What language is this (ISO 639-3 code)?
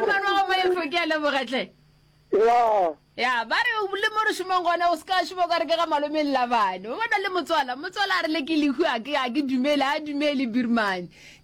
nso